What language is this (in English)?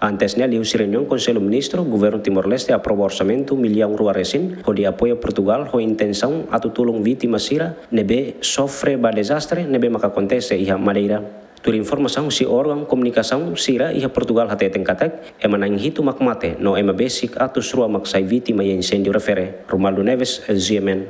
Tetum